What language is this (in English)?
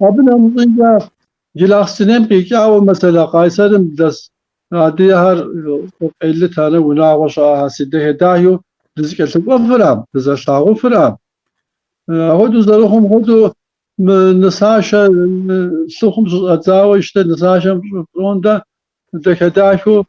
Kabardian